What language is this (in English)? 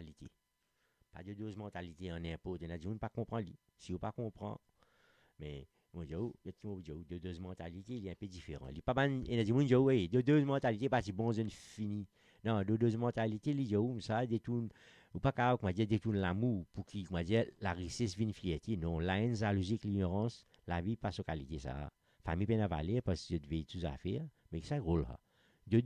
Morisyen